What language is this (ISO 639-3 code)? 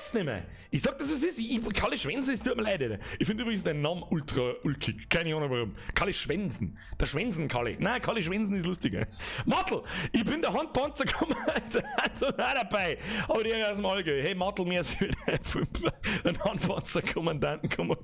bar